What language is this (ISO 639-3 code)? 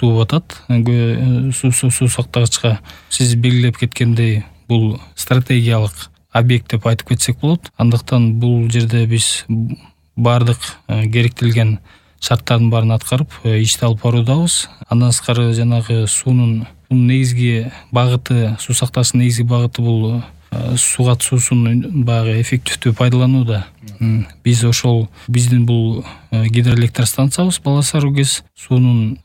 kir